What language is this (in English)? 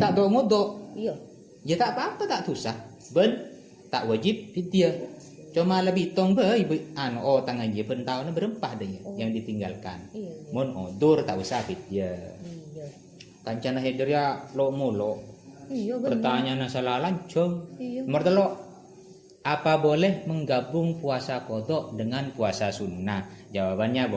Madurese